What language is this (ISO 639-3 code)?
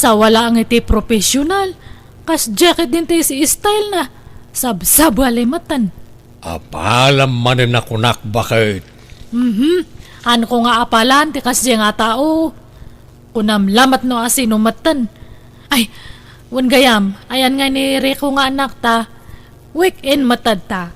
ilo